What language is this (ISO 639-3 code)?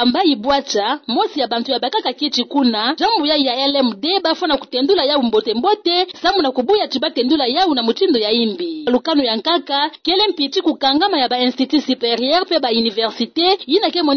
ktu